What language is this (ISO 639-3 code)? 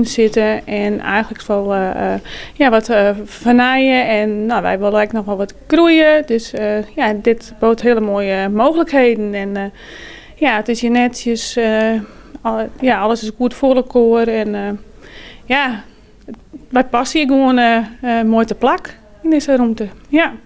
fry